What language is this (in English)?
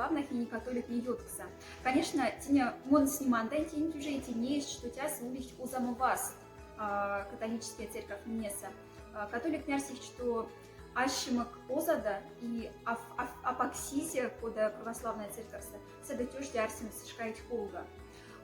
Moksha